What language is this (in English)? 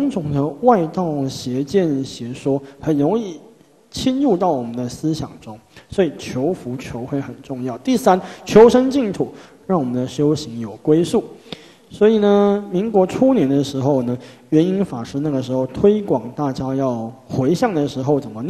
Chinese